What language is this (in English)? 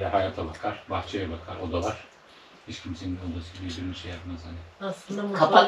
Turkish